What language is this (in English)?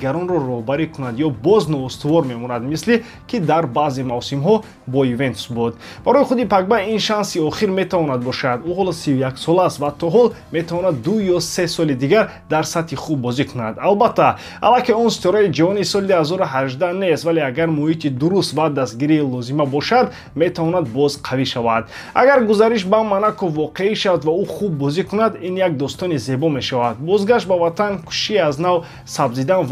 Tajik